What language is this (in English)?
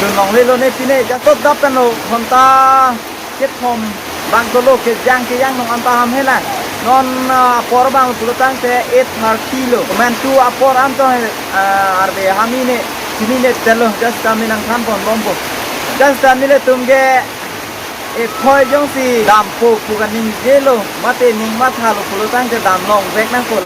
Karbi